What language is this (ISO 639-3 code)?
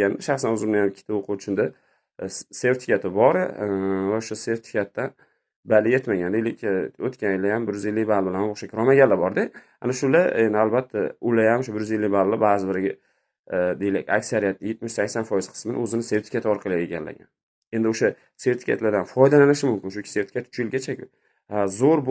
uzb